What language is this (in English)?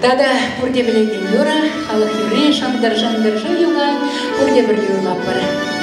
Chuvash